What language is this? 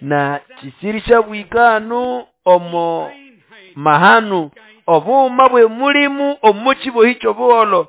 Nande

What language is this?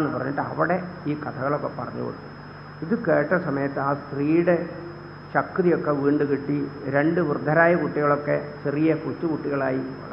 Malayalam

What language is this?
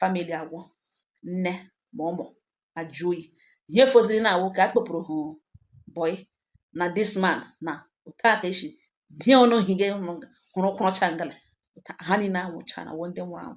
Igbo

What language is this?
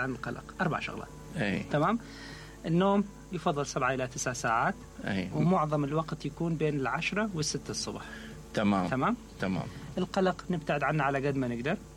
Mesopotamian Arabic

